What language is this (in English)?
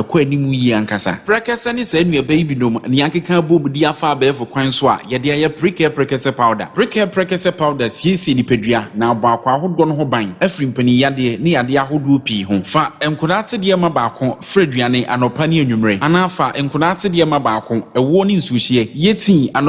Akan